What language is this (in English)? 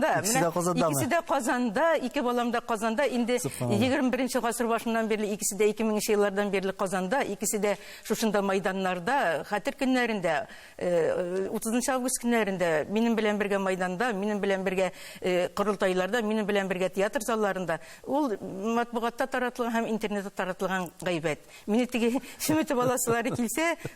Tatar